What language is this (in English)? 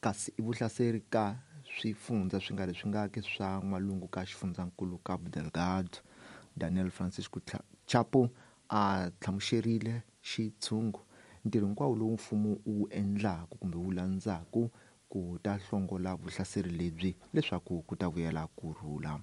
Tsonga